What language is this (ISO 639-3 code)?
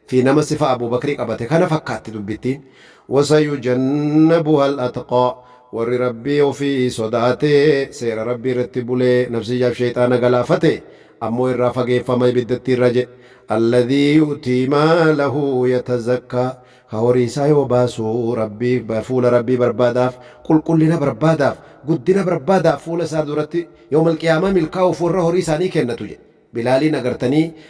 orm